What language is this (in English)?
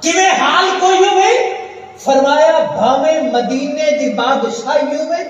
Saraiki